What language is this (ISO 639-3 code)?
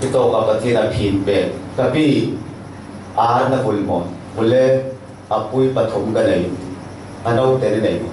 cfm